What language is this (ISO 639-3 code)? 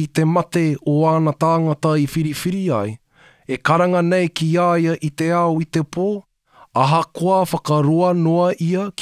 mri